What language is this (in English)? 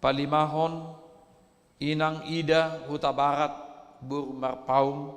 Batak Toba